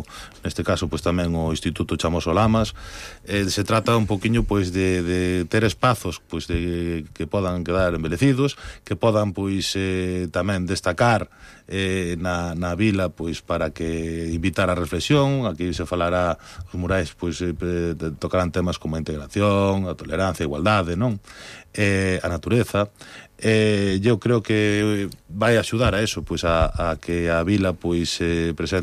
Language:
Galician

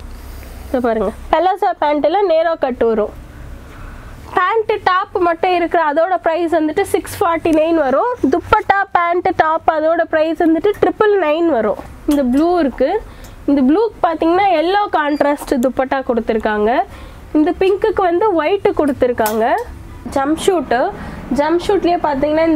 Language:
Tamil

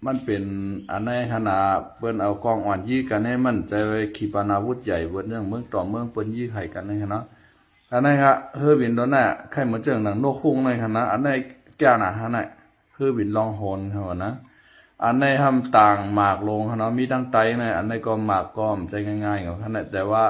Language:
Shan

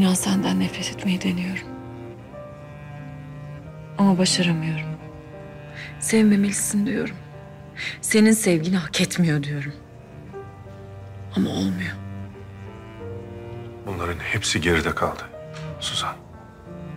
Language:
Turkish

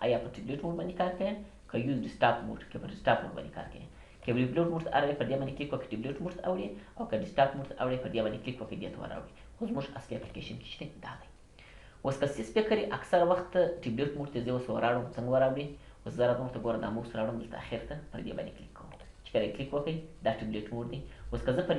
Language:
Pashto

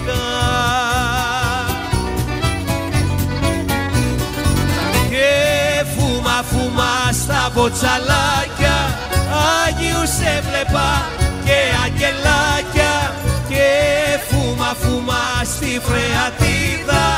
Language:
Greek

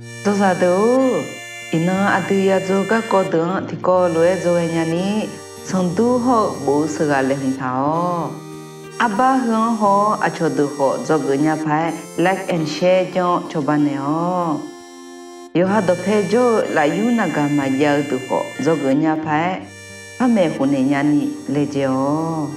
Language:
Akha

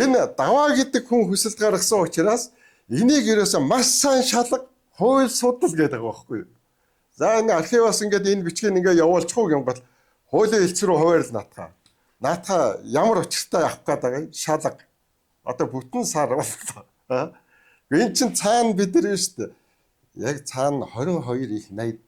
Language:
Mongolian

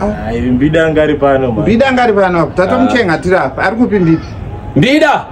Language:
Shona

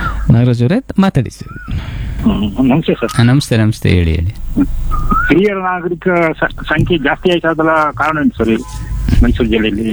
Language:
Kannada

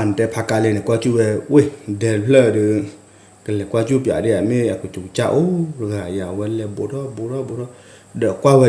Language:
S'gaw Karen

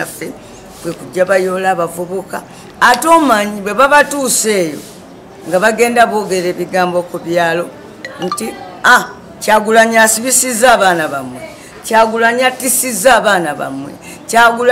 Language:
Ganda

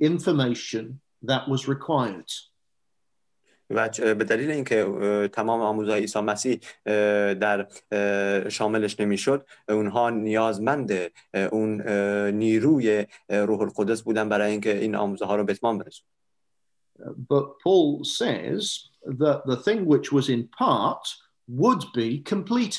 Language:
Persian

